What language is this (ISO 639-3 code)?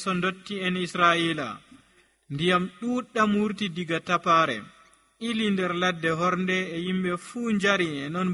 fuv